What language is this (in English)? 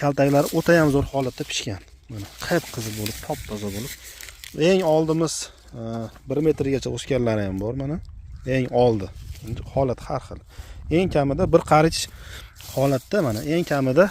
Uzbek